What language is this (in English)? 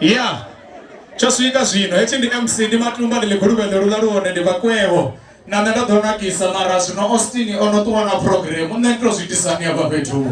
Venda